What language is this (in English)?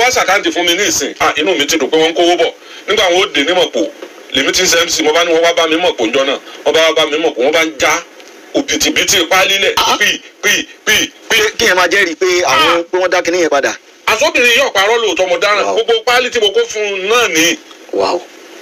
Yoruba